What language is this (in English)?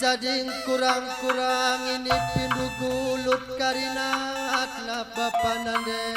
Batak Karo